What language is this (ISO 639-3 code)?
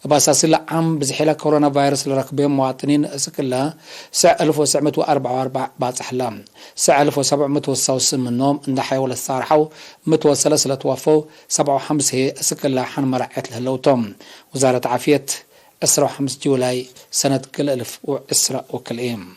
tig